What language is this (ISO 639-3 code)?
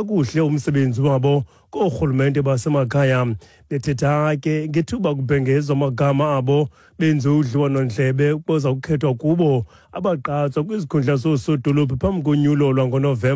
xho